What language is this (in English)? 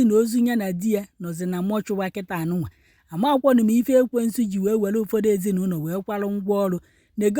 Igbo